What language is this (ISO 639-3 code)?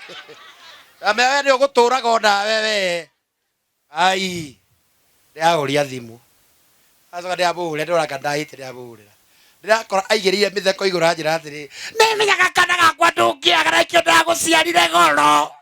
kik